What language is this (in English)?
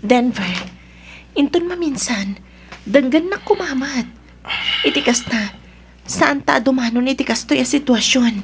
Iloko